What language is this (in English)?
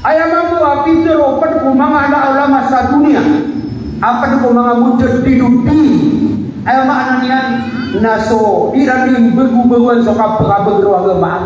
Maranao